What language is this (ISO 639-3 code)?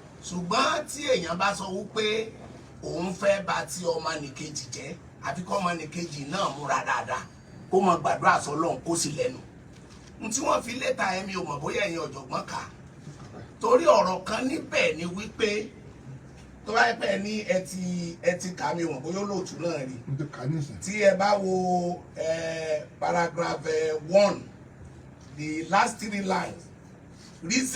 yor